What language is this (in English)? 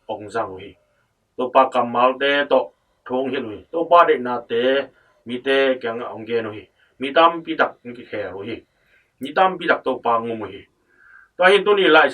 Tedim Chin